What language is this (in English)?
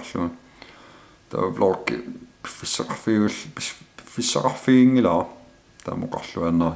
Kalaallisut